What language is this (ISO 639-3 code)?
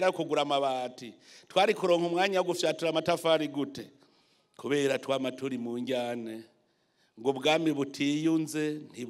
run